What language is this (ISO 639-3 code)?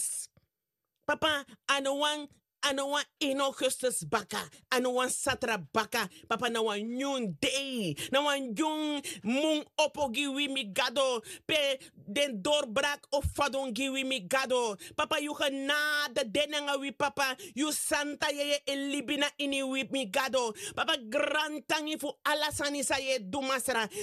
srn